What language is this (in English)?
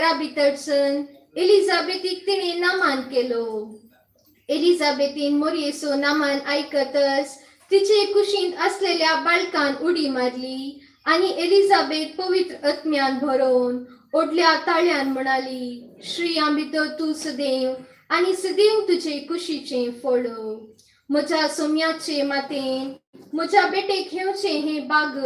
Konkani